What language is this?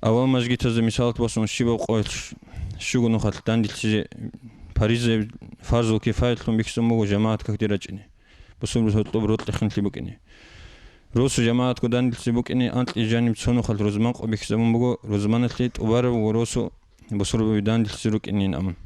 Avaric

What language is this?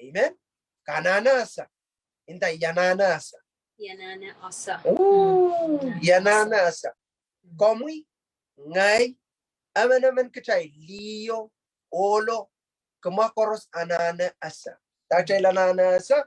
Pohnpeian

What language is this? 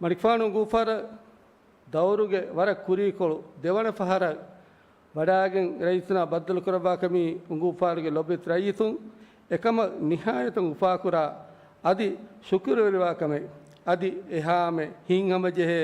Divehi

